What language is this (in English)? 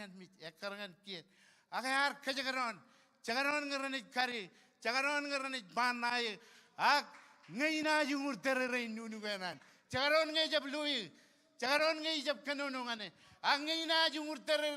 Marshallese